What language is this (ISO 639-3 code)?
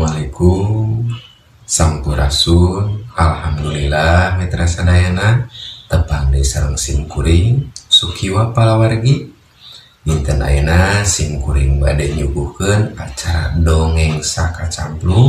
sun